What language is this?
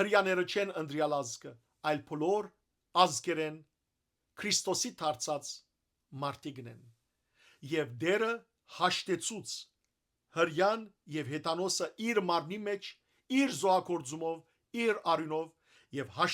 Western Armenian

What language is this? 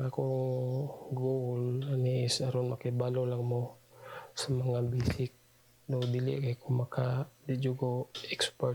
Cebuano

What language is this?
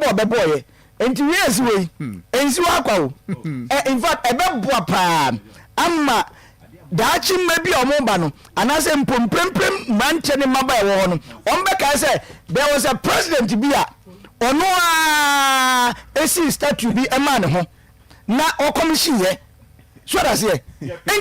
Akan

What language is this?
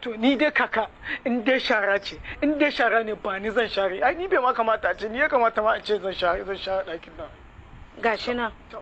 Hausa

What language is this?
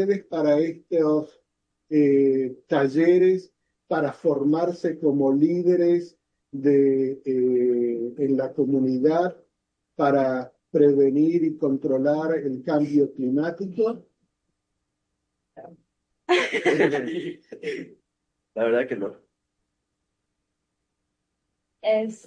Spanish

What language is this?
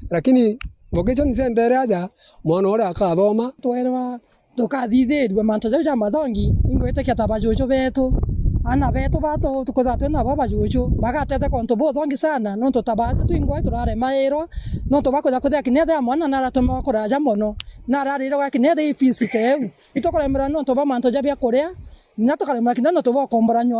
Meru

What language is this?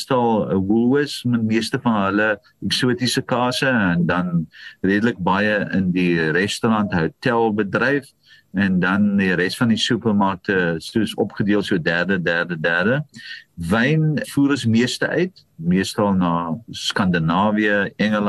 Afrikaans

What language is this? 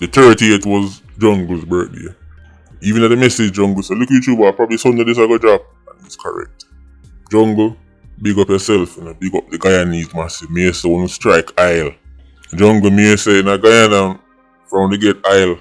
Jamaican Creole English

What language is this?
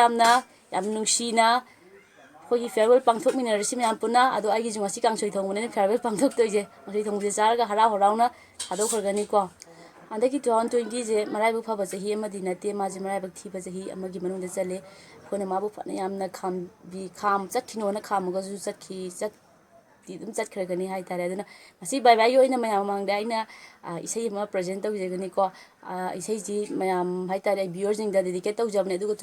Manipuri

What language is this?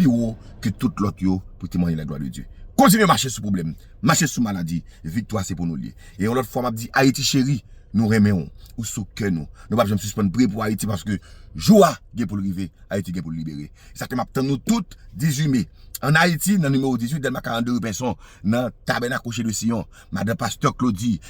Haitian Creole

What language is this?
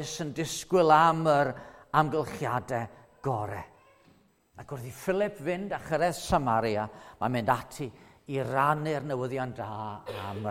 Welsh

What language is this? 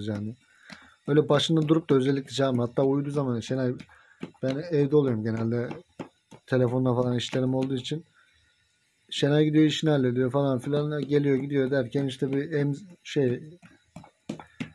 Turkish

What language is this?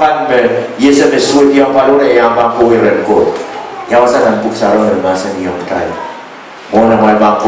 Pohnpeian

